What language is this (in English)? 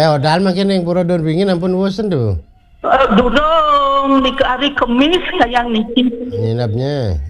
Balinese